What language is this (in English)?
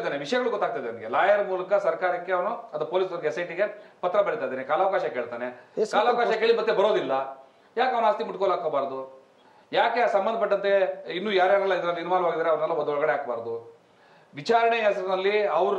Kannada